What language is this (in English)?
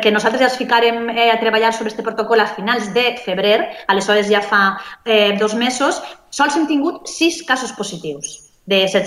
Catalan